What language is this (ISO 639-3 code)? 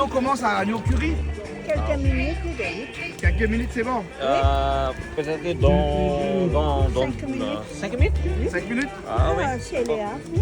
rcf